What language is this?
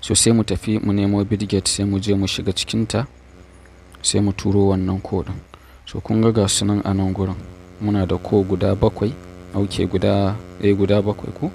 Hausa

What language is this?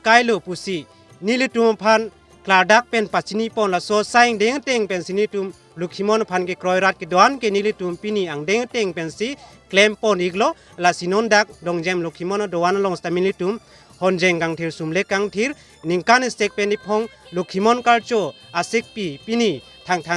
Karbi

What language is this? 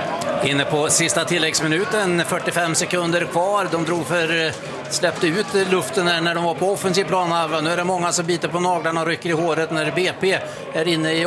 Swedish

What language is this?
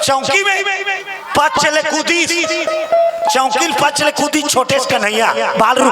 Chhattisgarhi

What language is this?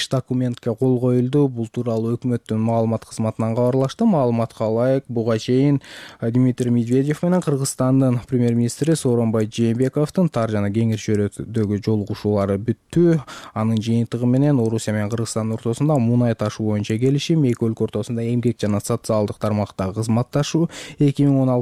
Kyrgyz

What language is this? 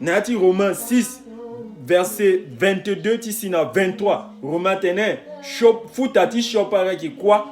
Sango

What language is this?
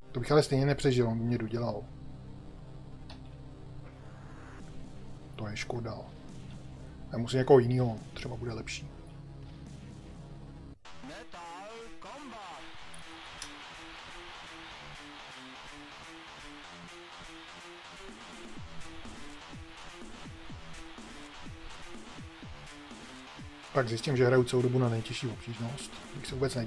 Czech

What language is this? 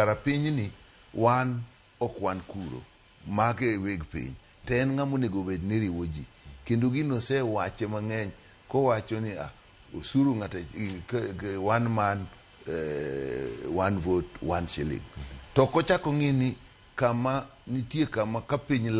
Luo (Kenya and Tanzania)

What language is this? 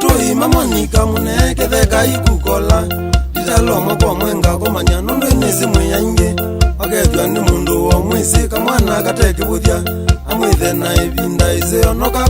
Kamba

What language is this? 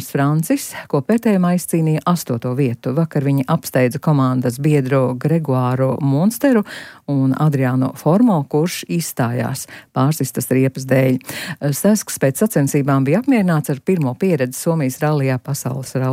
Latvian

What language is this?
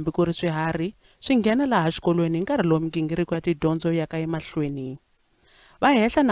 Tsonga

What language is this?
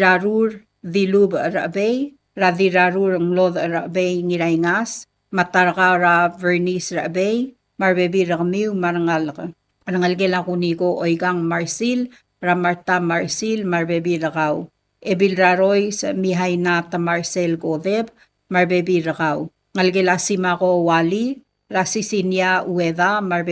Palauan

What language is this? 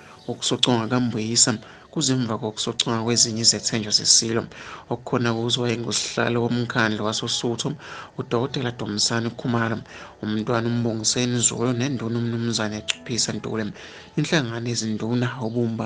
Zulu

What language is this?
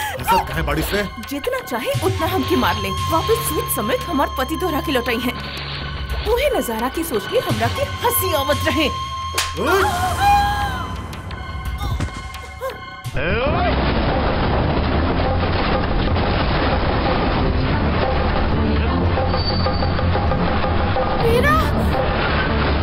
Bhojpuri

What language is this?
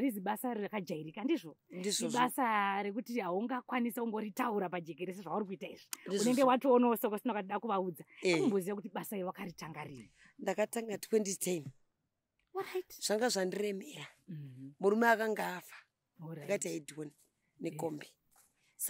Shona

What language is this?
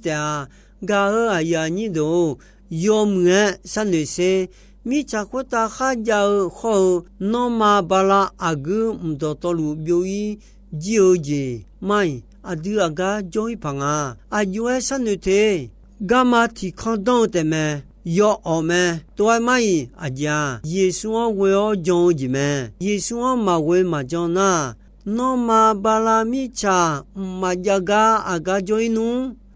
Akha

